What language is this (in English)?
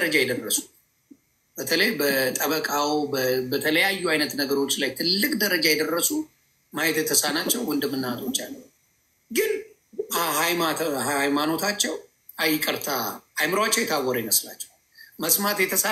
Amharic